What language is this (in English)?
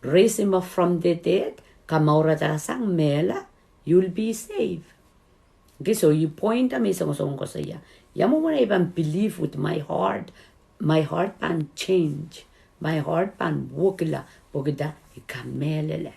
Pohnpeian